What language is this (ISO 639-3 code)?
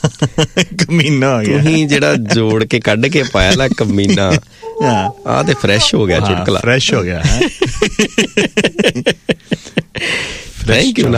pan